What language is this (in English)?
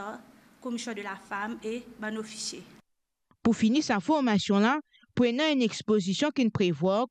Morisyen